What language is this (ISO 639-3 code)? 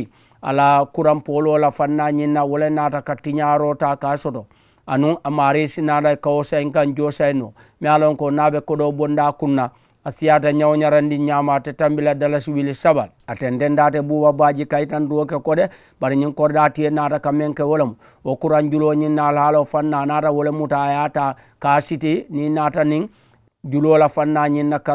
man